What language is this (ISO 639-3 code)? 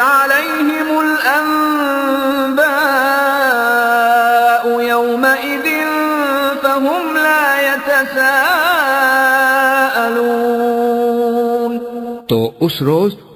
urd